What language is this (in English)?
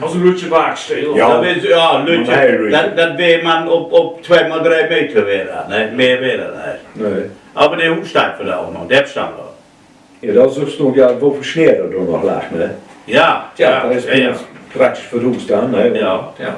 Low German